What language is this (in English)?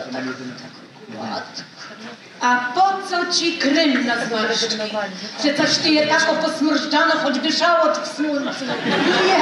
Silesian